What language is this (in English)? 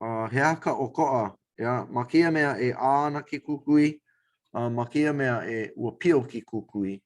Hawaiian